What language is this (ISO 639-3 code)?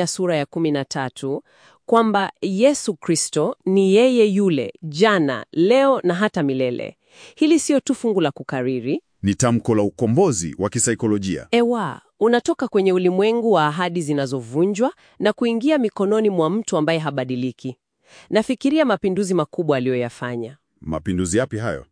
swa